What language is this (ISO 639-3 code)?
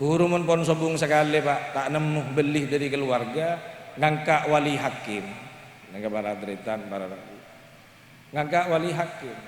mad